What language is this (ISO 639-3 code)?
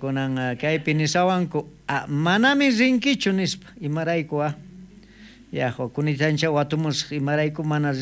quh